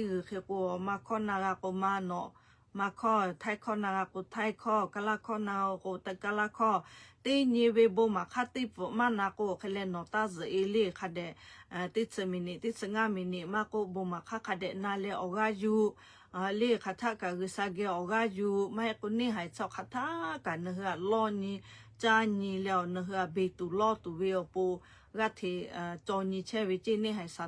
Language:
Lahu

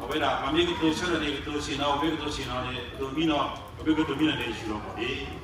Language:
S'gaw Karen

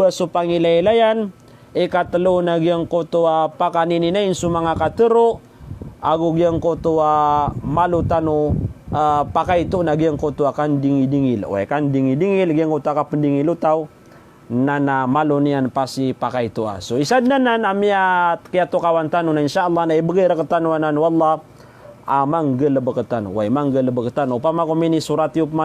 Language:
Maranao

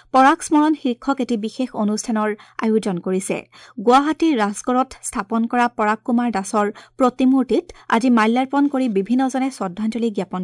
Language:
Assamese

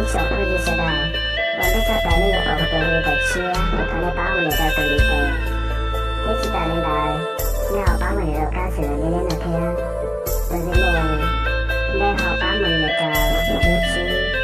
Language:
Hmong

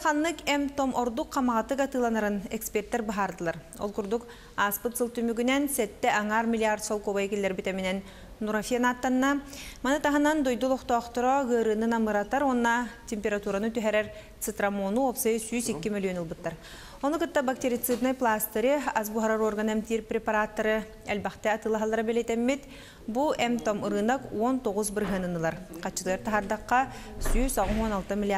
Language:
Yakut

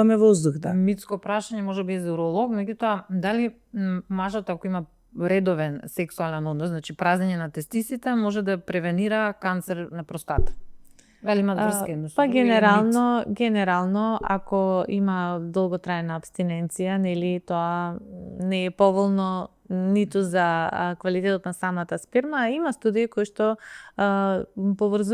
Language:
Macedonian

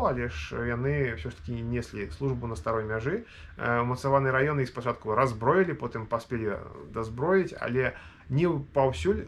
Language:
Belarusian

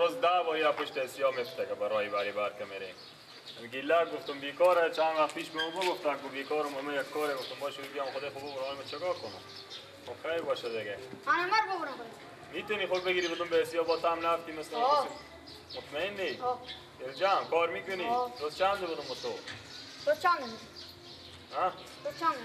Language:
Persian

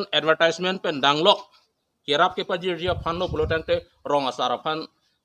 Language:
Karbi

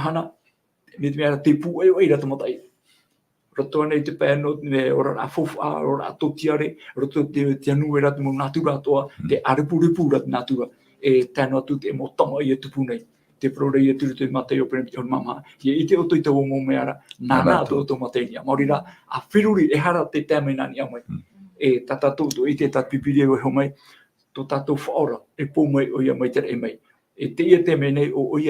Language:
Tahitian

